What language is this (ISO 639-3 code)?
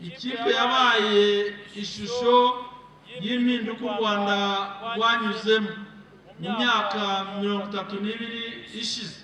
kin